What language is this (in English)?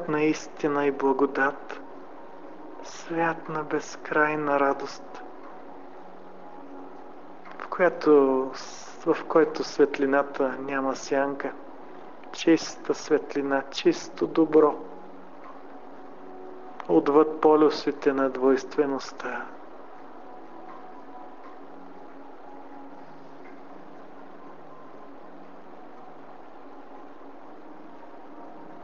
Bulgarian